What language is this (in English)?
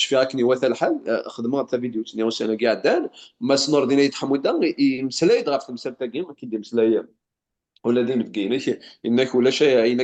Kabyle